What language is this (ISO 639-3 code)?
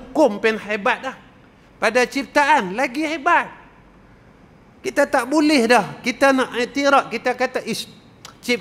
msa